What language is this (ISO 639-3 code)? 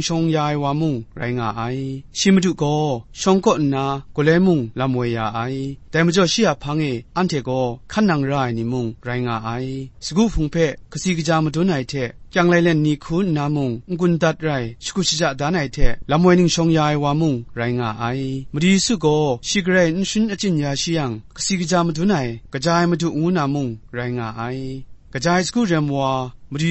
kac